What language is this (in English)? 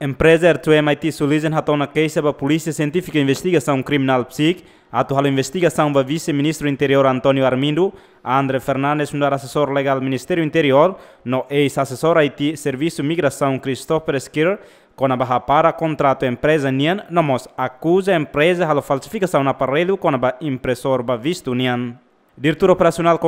Tetum